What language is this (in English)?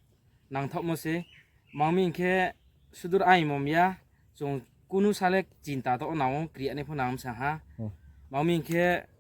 Riang (India)